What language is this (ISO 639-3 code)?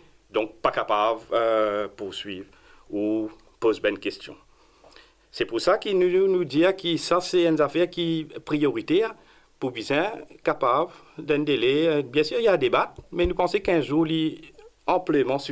mfe